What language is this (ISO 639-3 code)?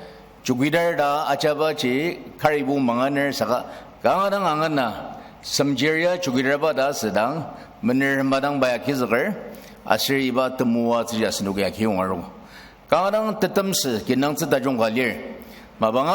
njo